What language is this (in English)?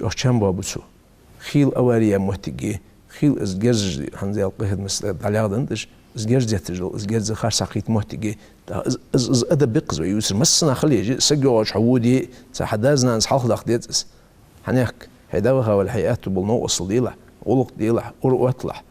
Ingush